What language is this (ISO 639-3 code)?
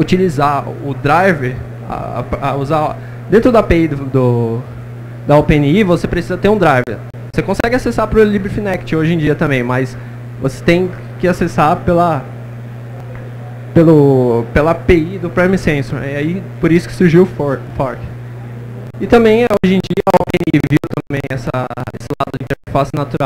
por